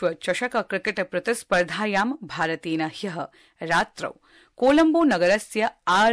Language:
Sanskrit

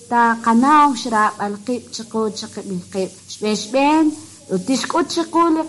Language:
Kekchí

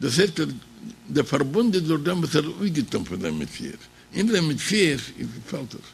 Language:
Yiddish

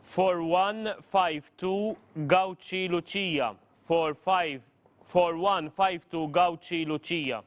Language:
English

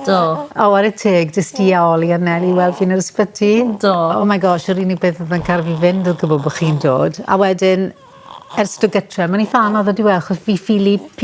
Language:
Welsh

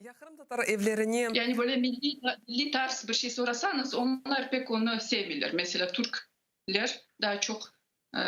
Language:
Crimean Tatar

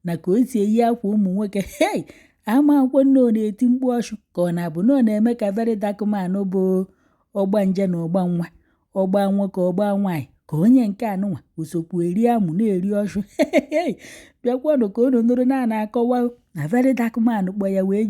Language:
Igbo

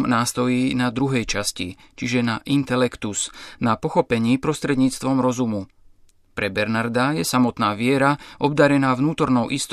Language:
Slovak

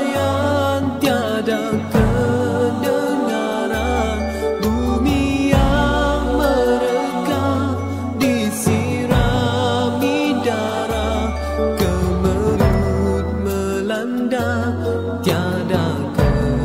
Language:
Malay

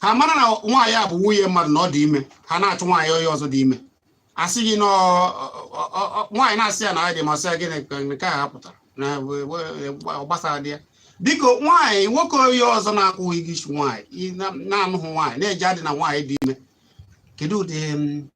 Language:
Igbo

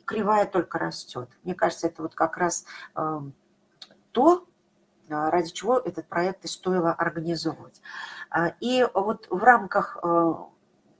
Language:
Russian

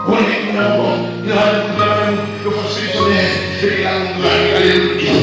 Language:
Haitian Creole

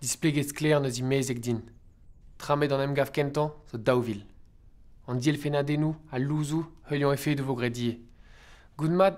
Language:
Breton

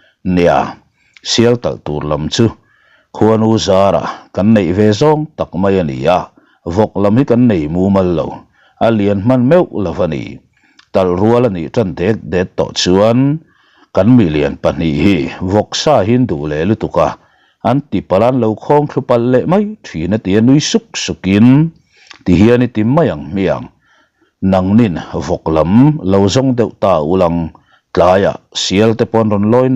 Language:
Mizo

